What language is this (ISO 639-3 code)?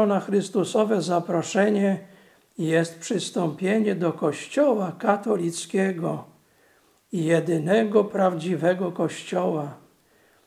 pol